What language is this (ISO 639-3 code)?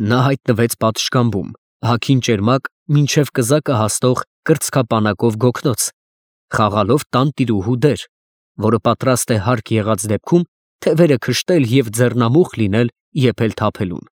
hye